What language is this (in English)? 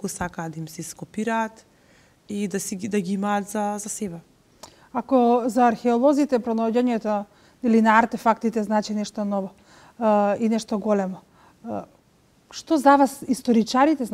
Macedonian